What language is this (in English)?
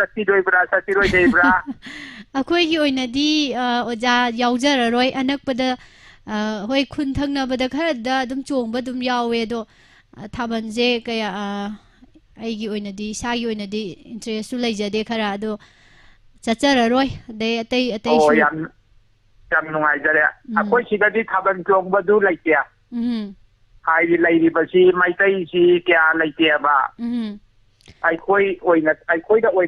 Manipuri